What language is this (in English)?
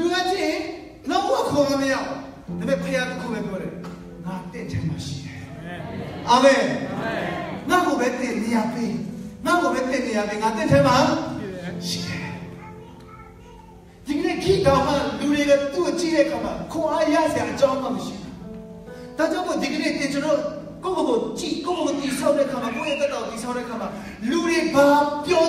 Burmese